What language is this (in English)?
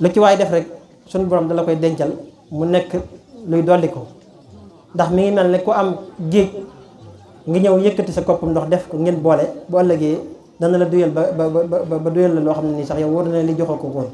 Wolof